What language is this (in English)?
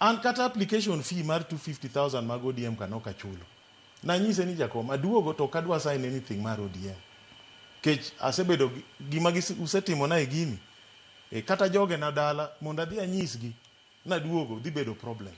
Luo (Kenya and Tanzania)